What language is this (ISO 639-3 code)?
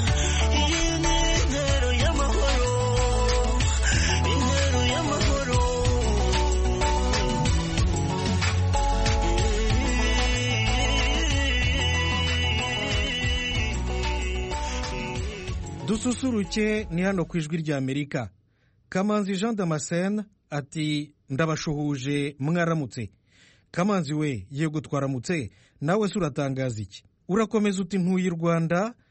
kin